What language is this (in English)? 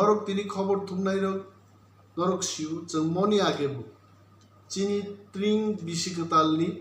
Kok Borok